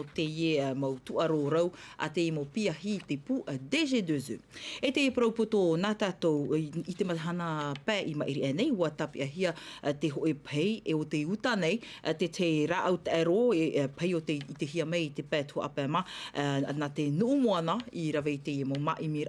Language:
Tahitian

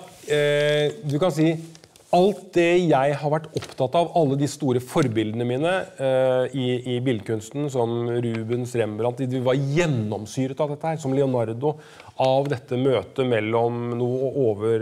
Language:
Norwegian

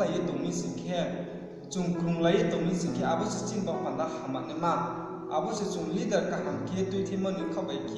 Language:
Riang (India)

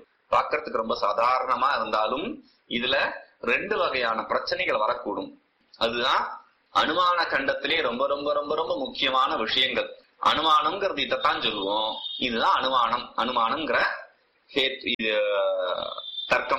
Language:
Tamil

